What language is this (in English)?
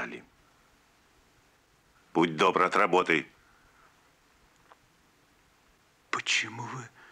Russian